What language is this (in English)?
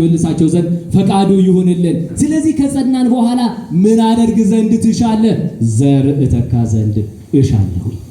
Amharic